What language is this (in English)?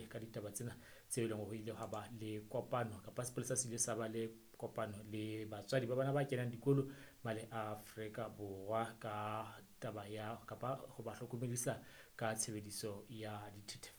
Southern Sotho